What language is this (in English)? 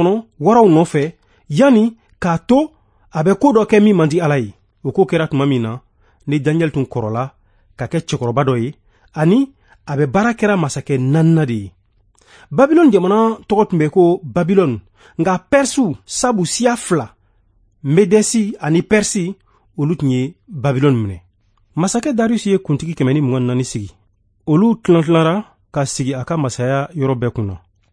Bambara